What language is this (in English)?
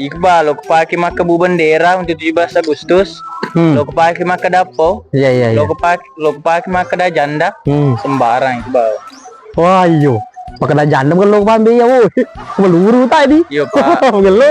Buginese